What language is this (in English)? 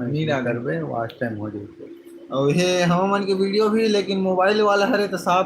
Chhattisgarhi